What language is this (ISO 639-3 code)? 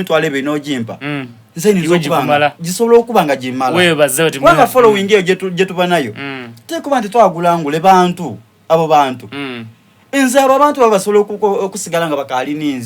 xog